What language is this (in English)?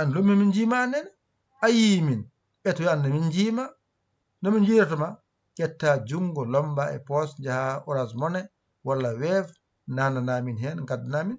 Fula